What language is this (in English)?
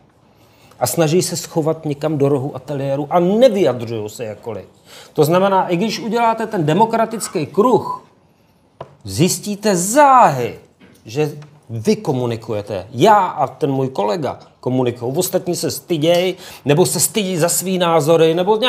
Czech